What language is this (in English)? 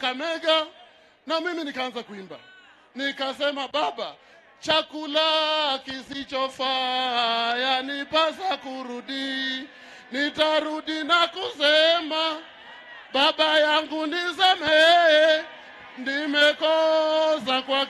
Swahili